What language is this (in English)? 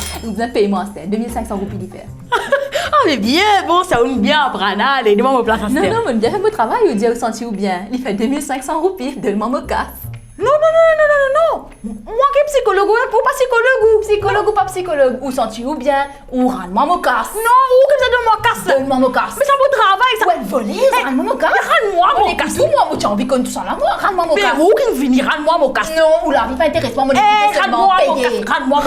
Morisyen